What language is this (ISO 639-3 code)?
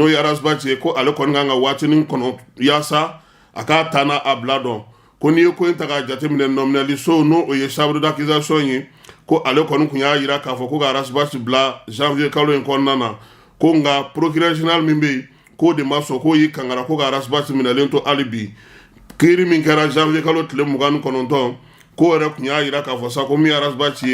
bam